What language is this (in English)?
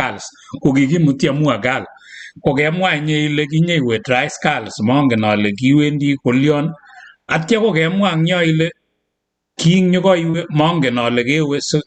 Kalenjin